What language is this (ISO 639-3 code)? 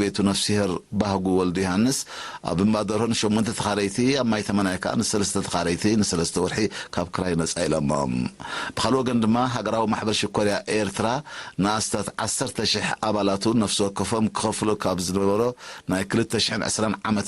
tir